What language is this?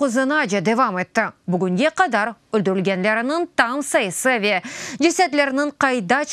Crimean Tatar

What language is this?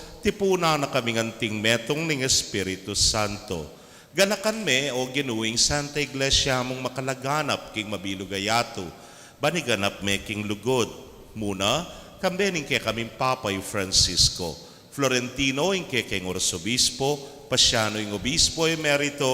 Pampanga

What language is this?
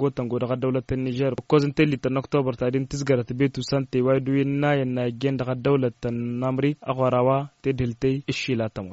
Tamasheq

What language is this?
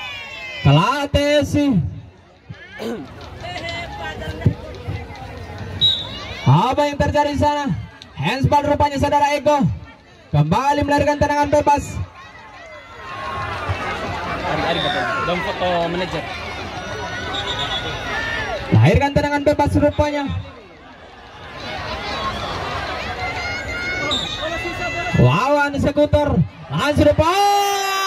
Indonesian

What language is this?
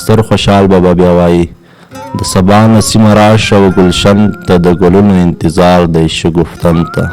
Pashto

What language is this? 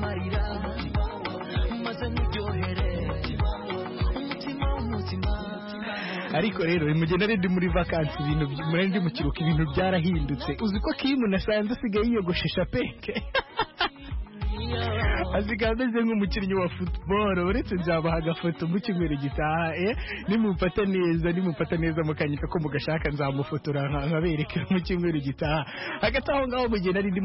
Kinyarwanda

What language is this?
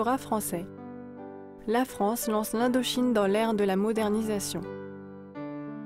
French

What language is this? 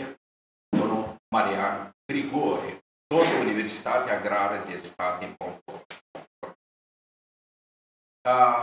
Romanian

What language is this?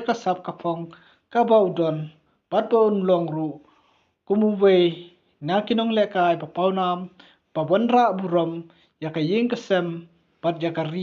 Khasi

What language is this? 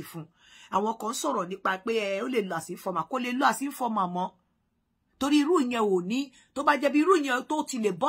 Yoruba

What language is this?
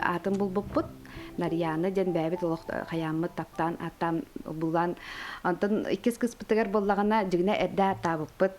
Yakut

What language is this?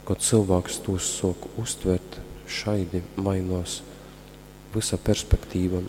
Latgalian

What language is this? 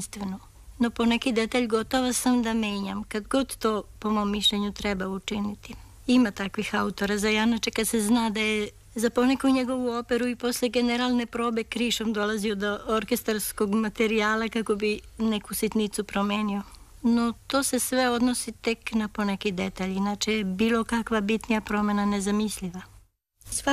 Serbian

